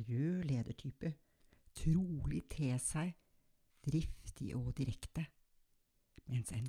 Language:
Norwegian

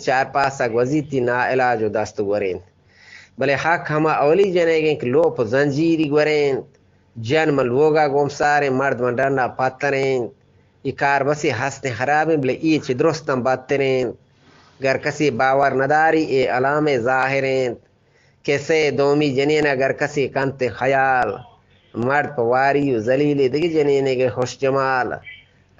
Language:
Eastern Balochi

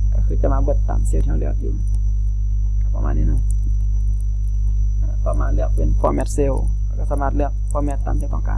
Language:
Thai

